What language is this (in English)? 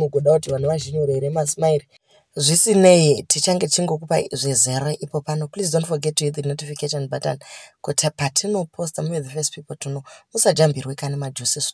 Shona